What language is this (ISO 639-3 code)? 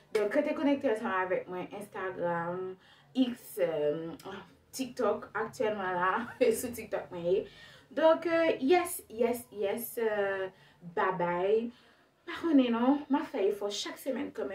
hat